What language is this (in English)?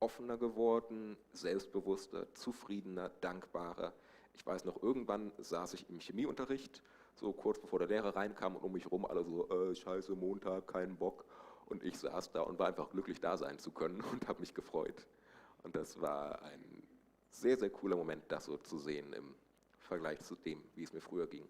Swiss German